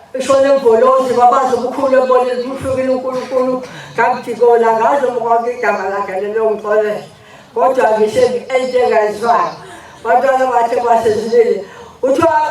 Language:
Zulu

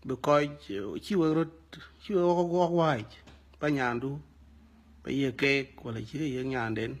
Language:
Dinka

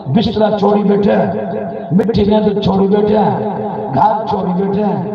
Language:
Saraiki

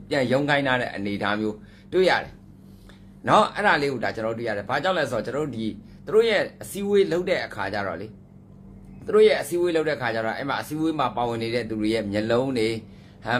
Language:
Burmese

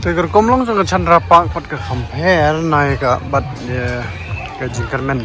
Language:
Khasi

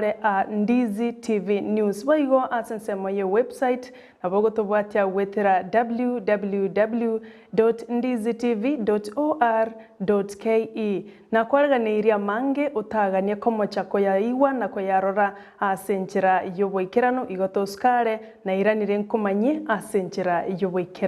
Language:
Gusii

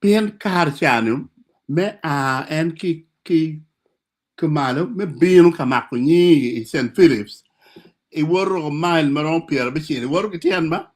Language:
Acoli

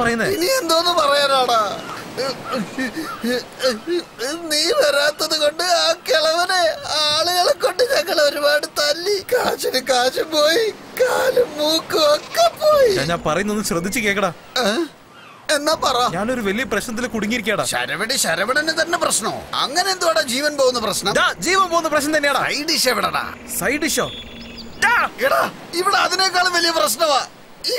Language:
Malayalam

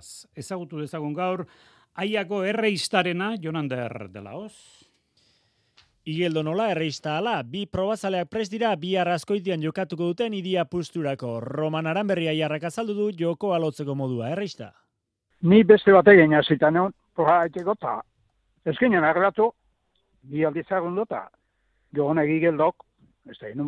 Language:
Basque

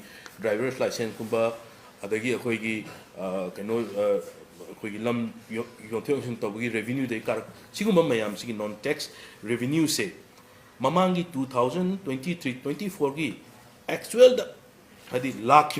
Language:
Manipuri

